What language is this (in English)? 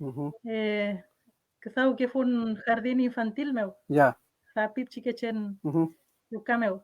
Mapuche